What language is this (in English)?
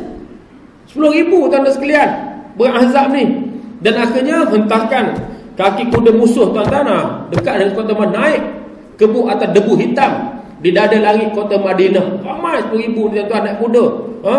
Malay